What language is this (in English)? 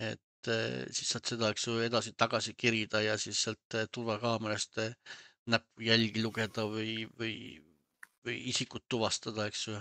Estonian